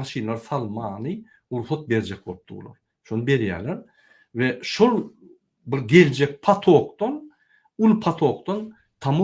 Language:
Turkmen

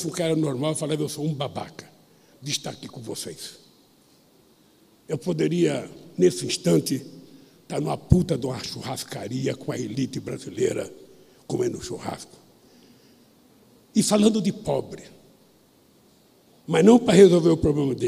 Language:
Portuguese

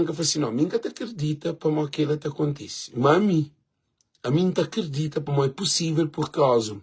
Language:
Kabuverdianu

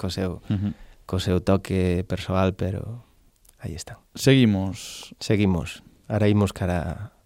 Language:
Galician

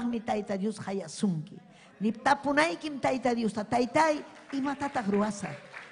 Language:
Ayacucho Quechua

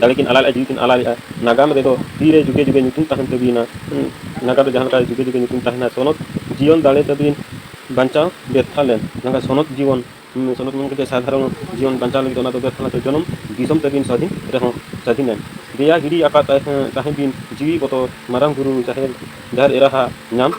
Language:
Santali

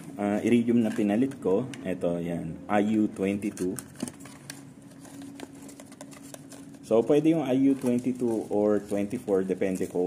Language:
Filipino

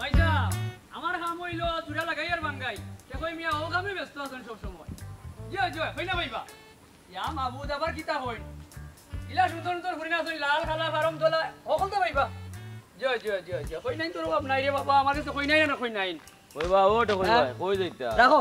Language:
Sylheti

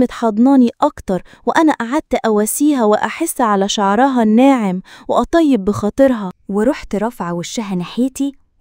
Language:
Egyptian Arabic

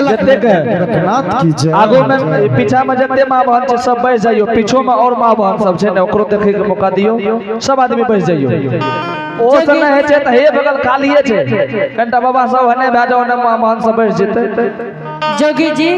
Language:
Angika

